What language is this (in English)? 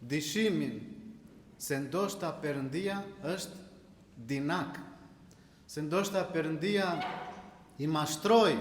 Albanian